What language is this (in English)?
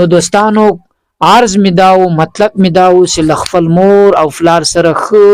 Pashto